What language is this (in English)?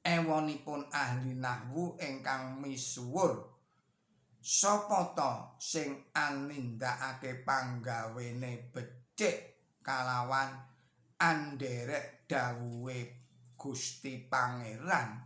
Javanese